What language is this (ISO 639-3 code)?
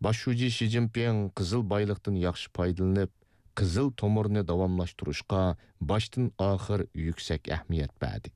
uig